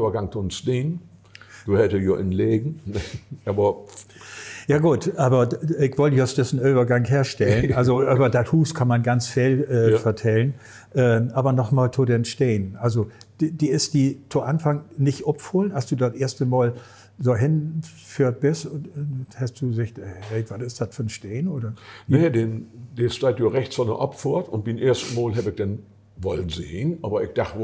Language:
Low German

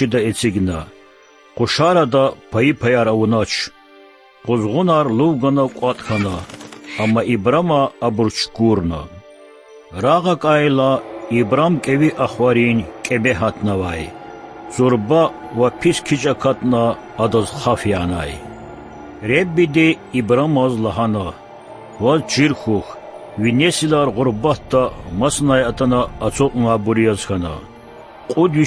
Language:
Lezghian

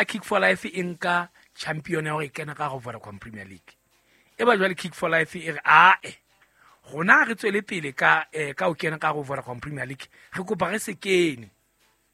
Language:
Southern Sotho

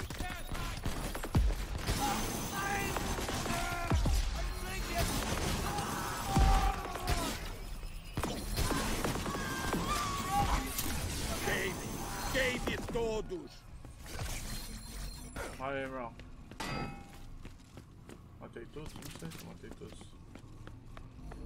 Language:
Portuguese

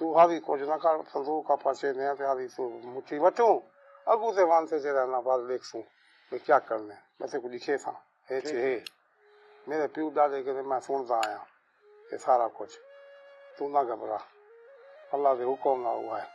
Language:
Saraiki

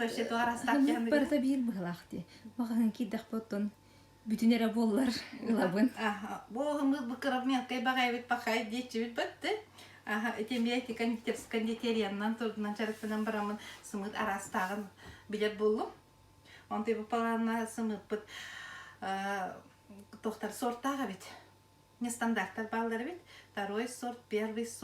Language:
Yakut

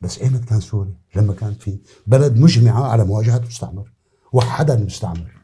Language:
North Levantine Arabic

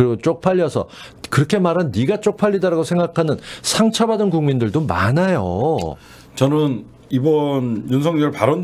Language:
Korean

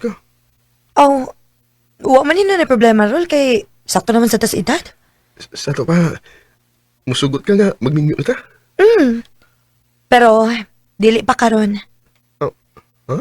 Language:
Cebuano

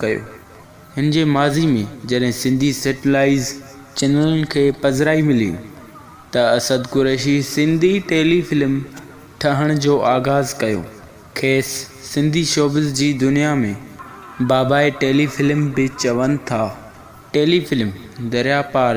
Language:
Sindhi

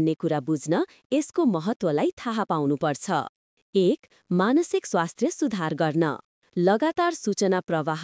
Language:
Nepali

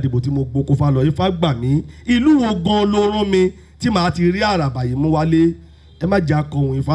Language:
Yoruba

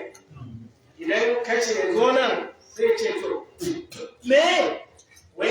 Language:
Hausa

